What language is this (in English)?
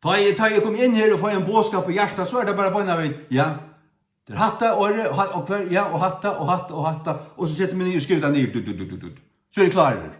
Faroese